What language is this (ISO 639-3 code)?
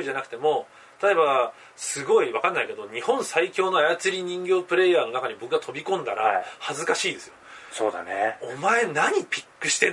jpn